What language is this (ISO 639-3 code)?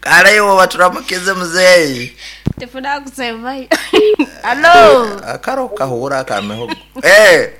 nyn